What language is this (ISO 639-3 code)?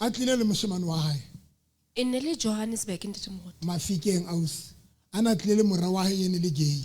sot